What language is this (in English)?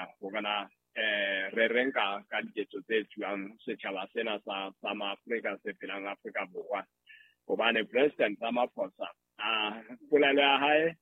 Southern Sotho